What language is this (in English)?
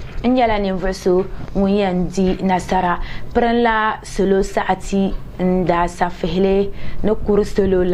Dagbani